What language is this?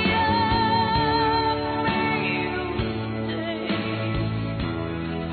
Italian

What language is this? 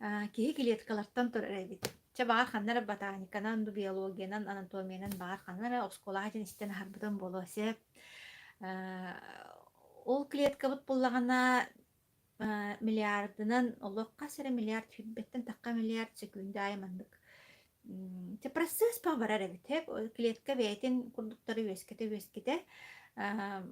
Yakut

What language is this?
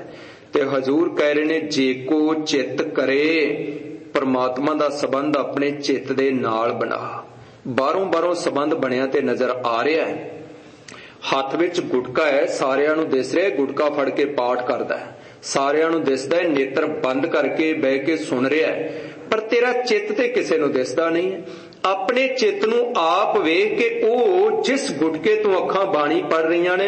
Punjabi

